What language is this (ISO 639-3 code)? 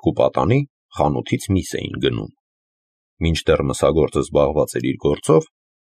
hye